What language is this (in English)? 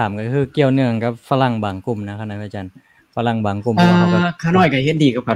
Lao